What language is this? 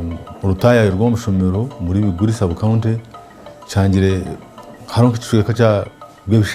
Nyankole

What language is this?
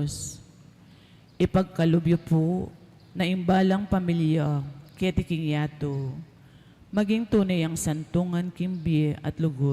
Pampanga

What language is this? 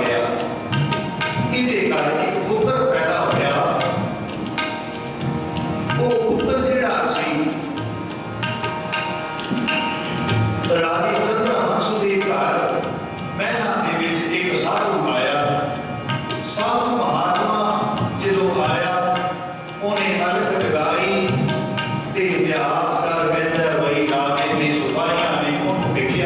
Punjabi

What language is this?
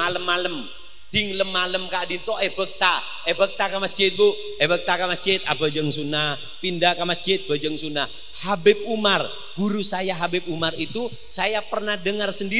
Madurese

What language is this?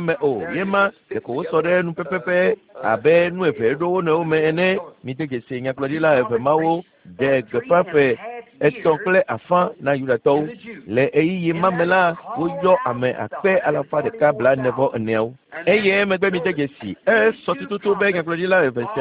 Ewe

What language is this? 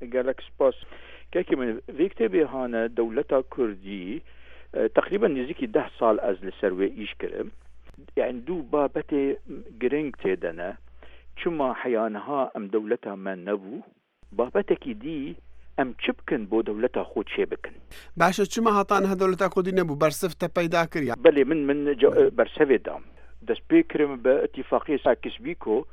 Kurdish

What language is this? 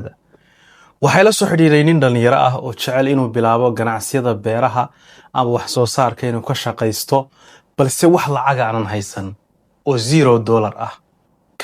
Somali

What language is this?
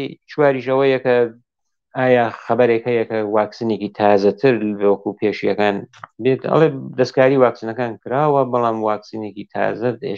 Central Kurdish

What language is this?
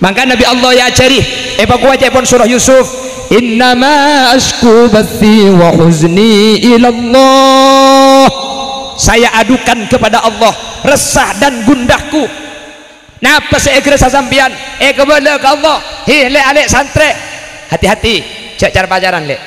Madurese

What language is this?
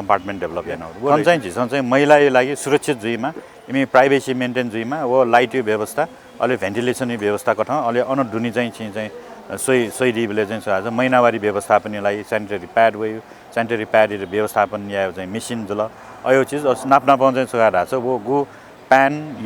Newari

